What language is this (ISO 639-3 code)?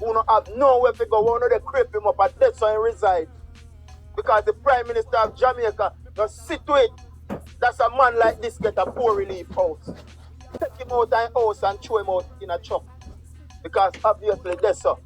jam